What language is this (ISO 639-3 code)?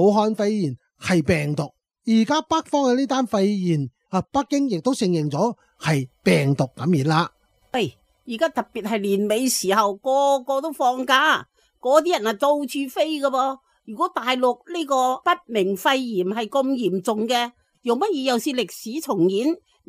yue